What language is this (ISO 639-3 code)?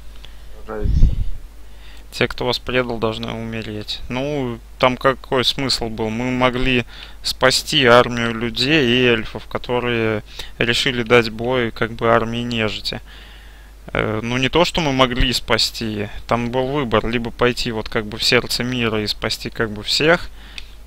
rus